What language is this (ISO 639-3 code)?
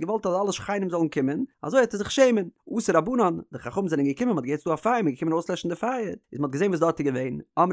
yid